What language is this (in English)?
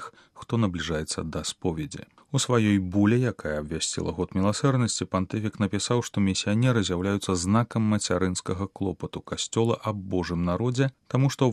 Belarusian